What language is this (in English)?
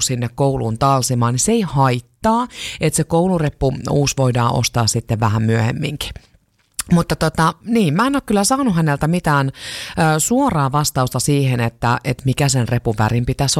Finnish